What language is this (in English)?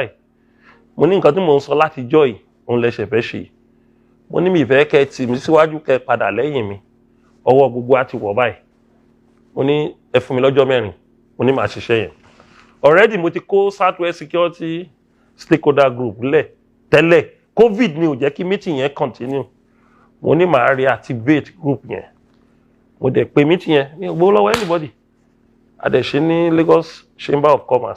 Yoruba